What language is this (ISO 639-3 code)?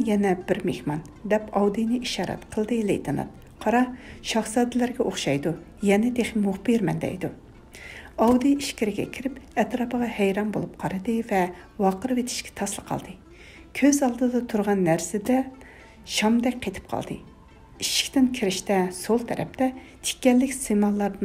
uig